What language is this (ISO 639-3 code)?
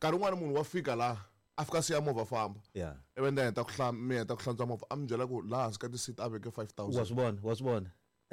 tso